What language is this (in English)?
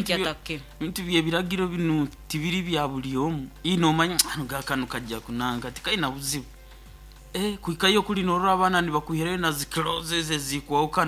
Nyoro